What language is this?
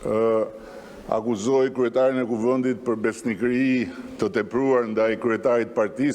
Albanian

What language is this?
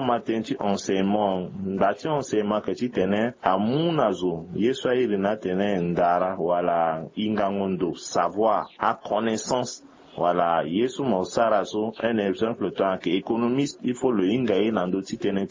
Sango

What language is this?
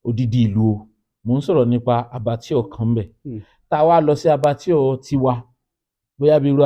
Yoruba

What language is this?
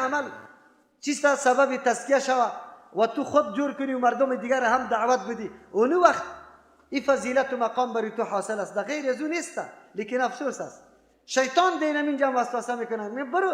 Persian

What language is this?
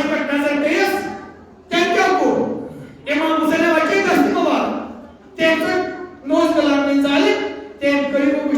Kashmiri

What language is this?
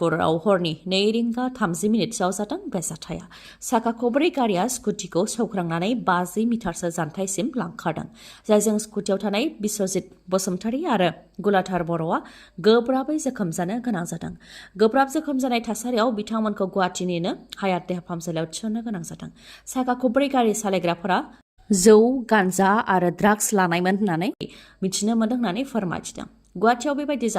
Bodo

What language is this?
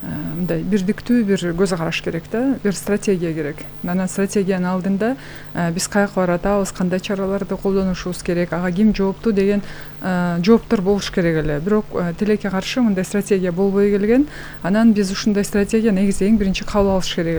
Kyrgyz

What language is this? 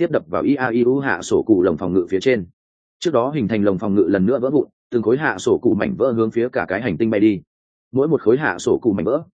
Vietnamese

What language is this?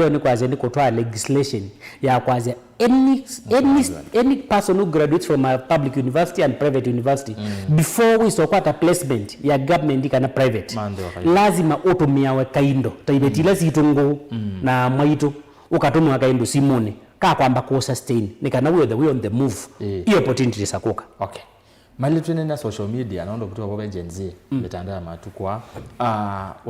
Kamba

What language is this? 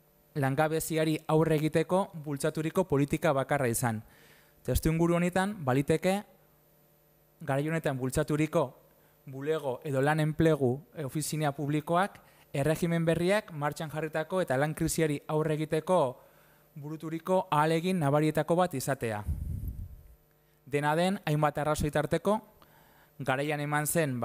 Basque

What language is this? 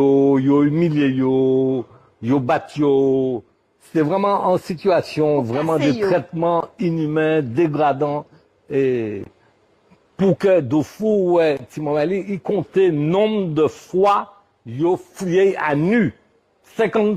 Guadeloupean Creole French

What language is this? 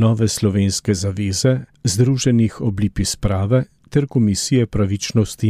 Slovenian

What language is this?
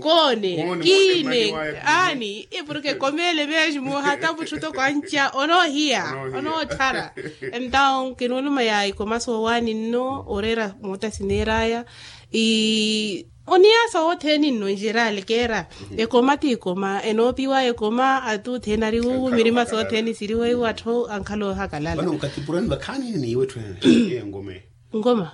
Makhuwa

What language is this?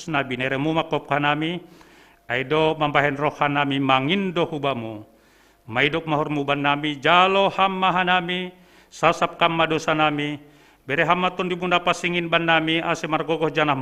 Batak Simalungun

